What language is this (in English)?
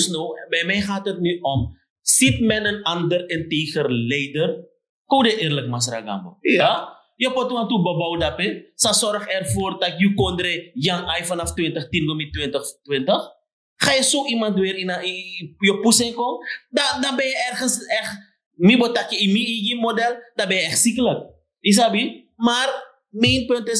Sranan Tongo